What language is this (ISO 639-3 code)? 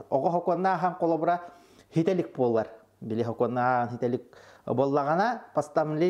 sah